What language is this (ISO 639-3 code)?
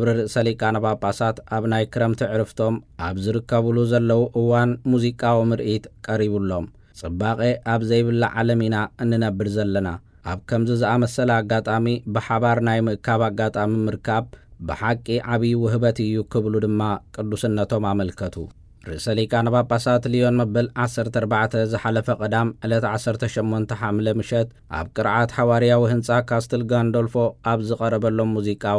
tir